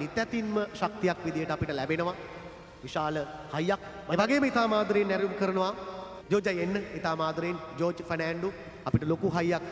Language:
Sinhala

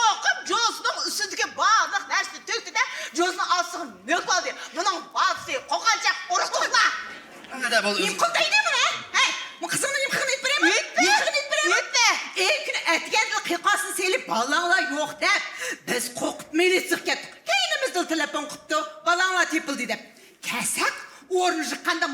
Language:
Uyghur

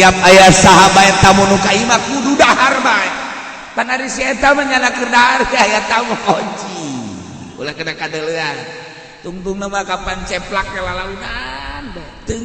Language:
Sundanese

